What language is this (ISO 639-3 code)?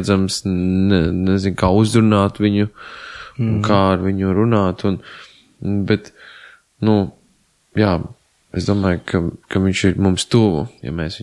lav